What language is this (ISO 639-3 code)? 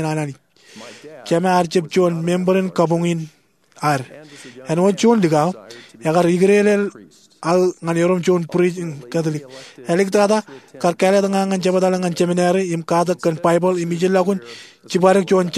mah